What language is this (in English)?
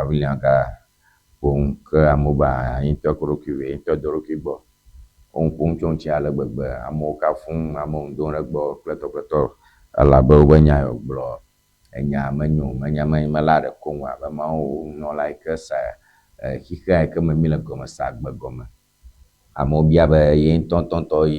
Ewe